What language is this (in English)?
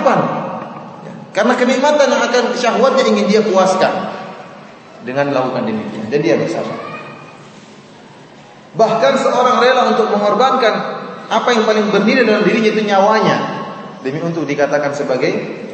Indonesian